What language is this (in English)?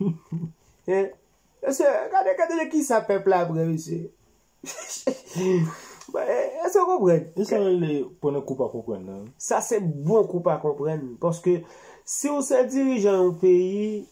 Haitian Creole